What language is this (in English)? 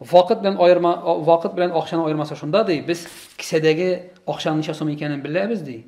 Tatar